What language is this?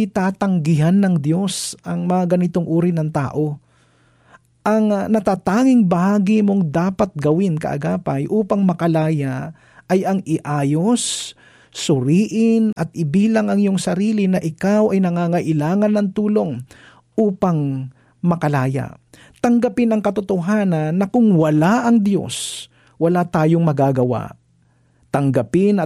Filipino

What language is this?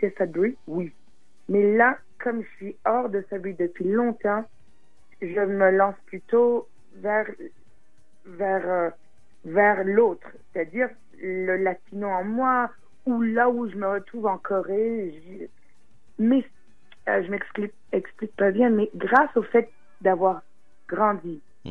French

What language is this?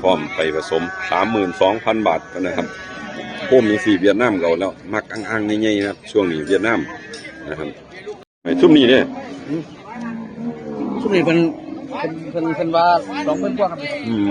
Northeastern Thai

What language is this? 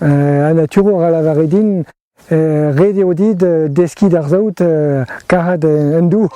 Breton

